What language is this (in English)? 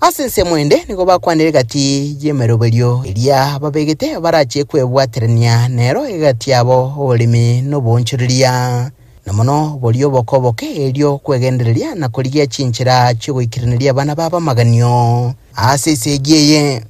Gusii